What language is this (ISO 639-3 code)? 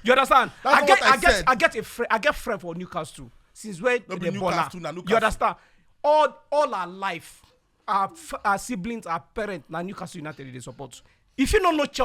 pcm